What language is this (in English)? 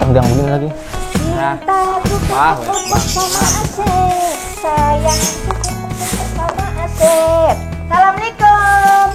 Betawi